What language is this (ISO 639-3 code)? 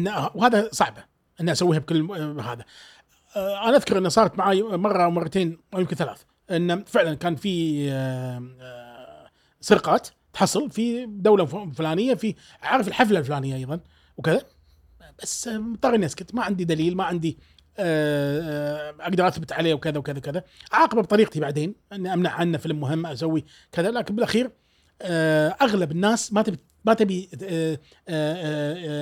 afb